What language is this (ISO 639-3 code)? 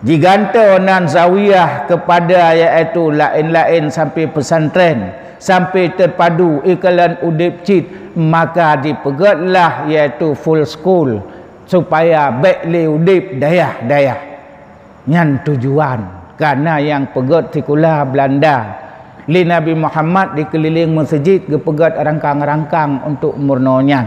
ace